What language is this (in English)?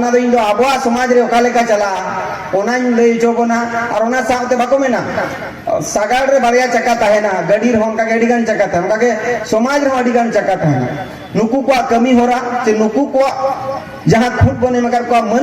Santali